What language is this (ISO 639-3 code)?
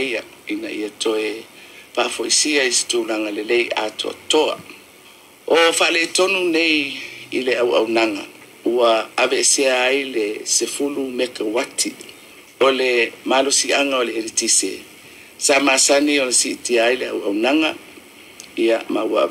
smo